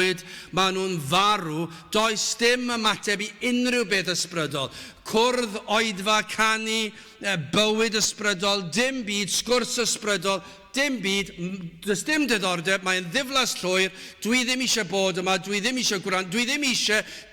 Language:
Welsh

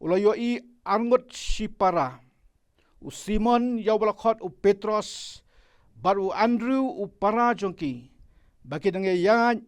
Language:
Khasi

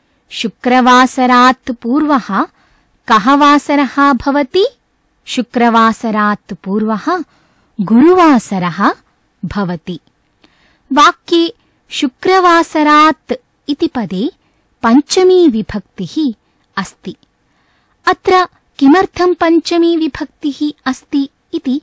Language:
Sanskrit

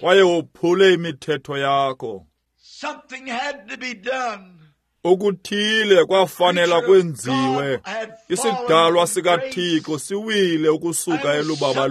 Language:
Xhosa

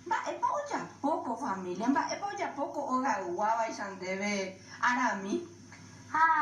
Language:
Guarani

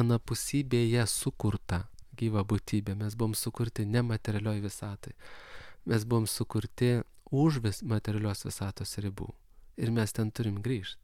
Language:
Lithuanian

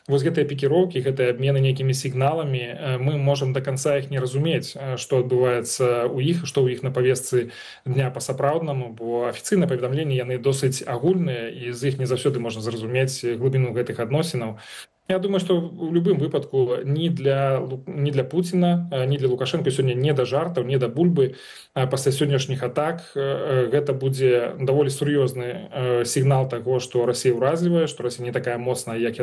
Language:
Belarusian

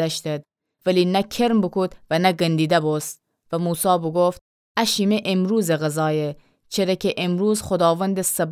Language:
Gilaki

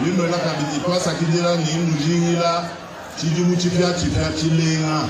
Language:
Luba-Lulua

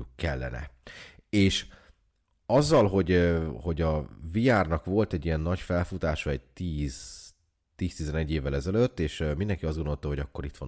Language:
Hungarian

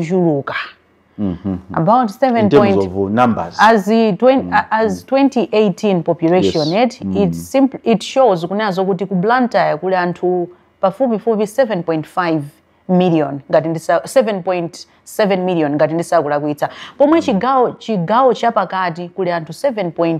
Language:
Nyanja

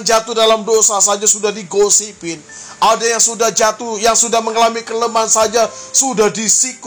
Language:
Indonesian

